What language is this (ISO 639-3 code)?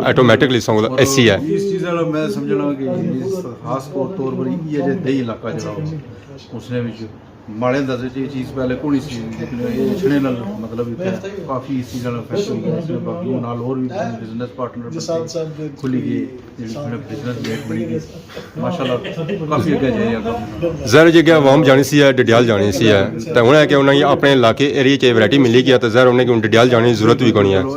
phr